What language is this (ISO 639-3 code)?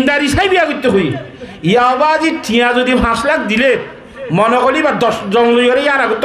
rhg